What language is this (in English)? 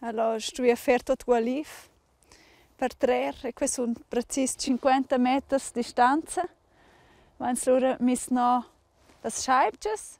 Romansh